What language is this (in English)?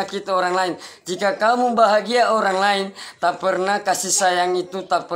Manado Malay